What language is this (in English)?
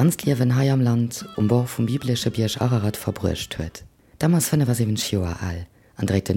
Luxembourgish